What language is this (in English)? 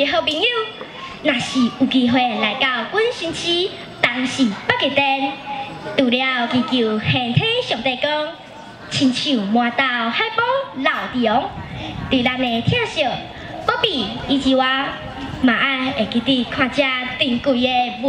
Min Nan Chinese